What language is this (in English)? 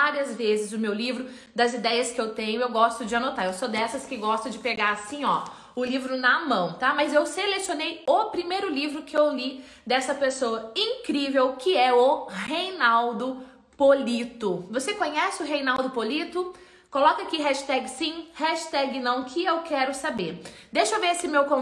Portuguese